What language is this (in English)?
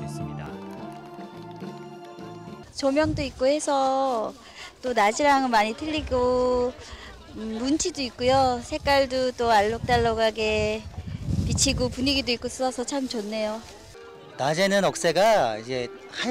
Korean